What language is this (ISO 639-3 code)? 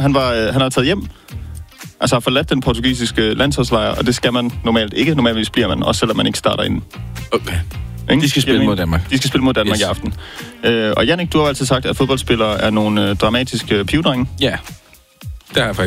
dan